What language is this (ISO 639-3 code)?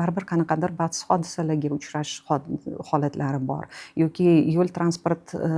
uzb